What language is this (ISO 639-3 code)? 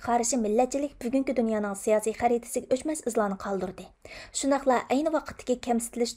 uig